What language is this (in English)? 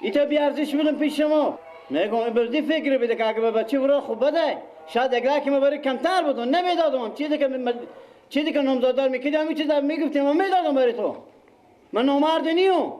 Persian